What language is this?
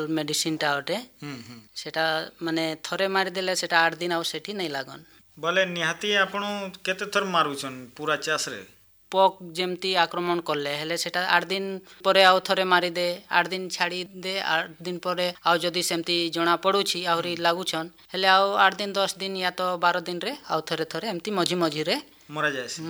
Odia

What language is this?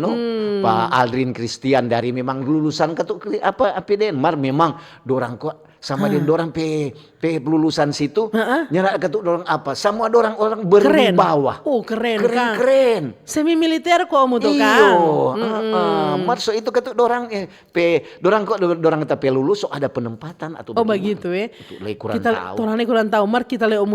Manado Malay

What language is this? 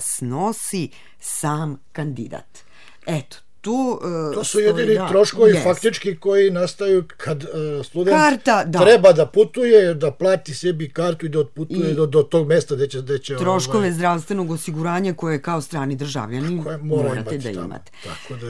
Serbian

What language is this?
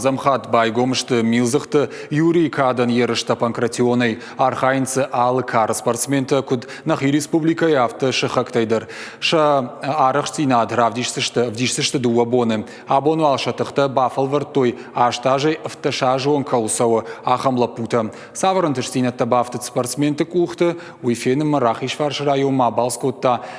Ossetic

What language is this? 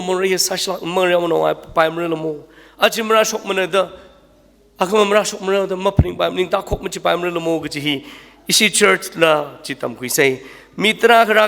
Tangkhul Naga (India)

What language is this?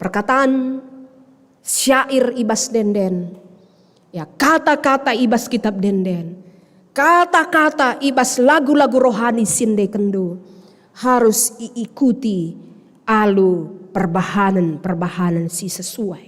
Batak Karo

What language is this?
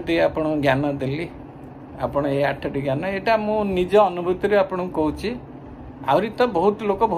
Odia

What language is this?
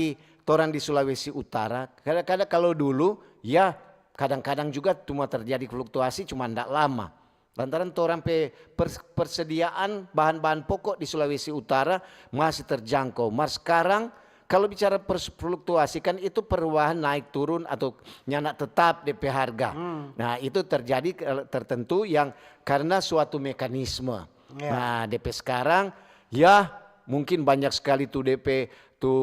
Manado Malay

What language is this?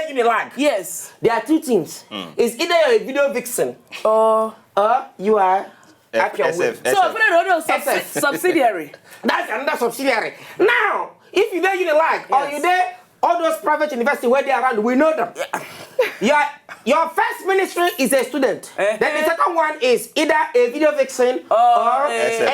Nigerian Pidgin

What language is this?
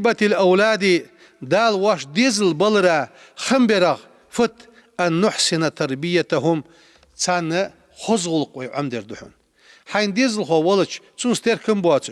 Ingush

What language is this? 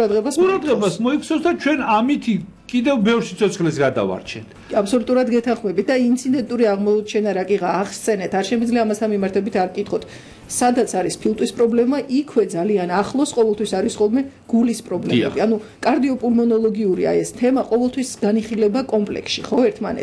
Georgian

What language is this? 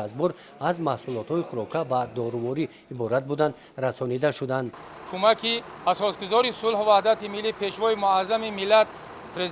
Tajik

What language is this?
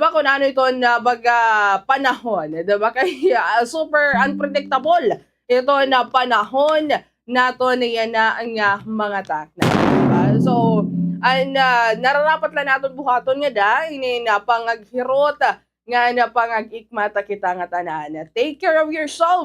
Waray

